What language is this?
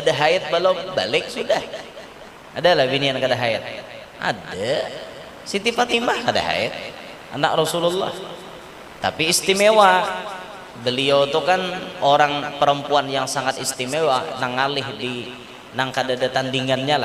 Banjar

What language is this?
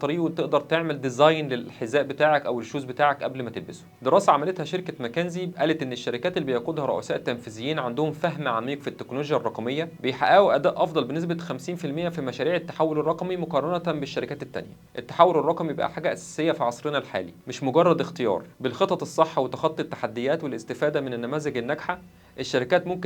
Egyptian Arabic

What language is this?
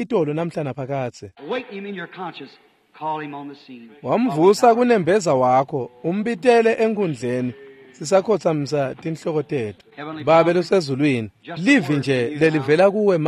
Swati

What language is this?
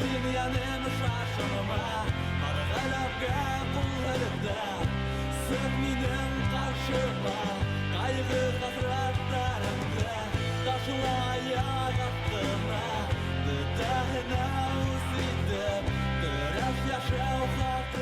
Bashkir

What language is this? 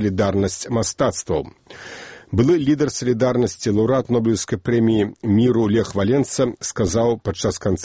Belarusian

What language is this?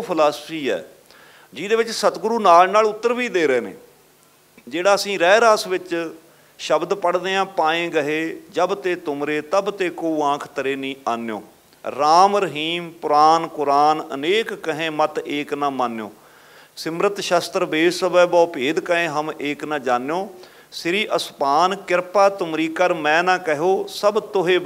Punjabi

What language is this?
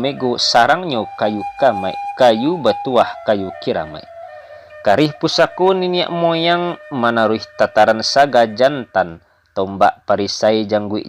Minangkabau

